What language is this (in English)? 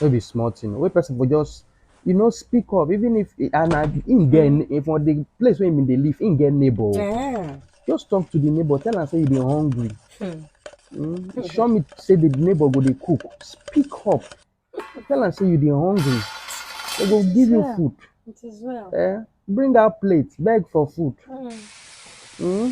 Nigerian Pidgin